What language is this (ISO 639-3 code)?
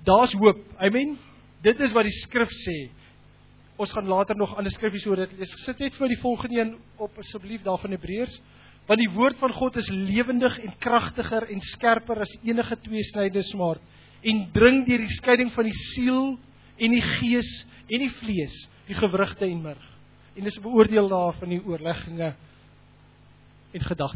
afr